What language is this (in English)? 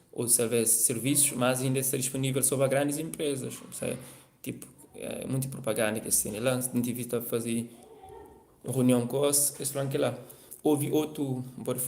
Kabuverdianu